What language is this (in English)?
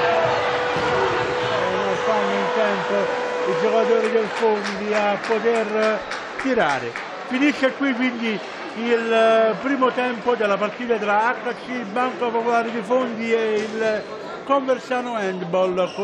Italian